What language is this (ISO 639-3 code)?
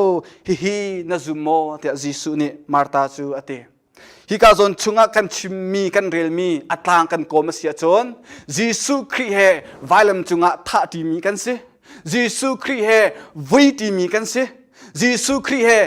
cnh